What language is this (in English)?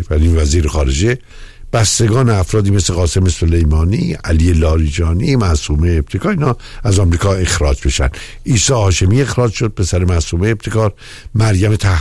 Persian